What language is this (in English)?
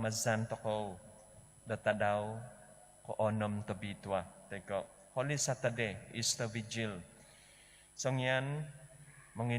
Central Dusun